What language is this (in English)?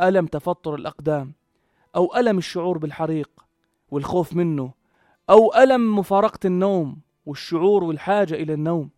North Levantine Arabic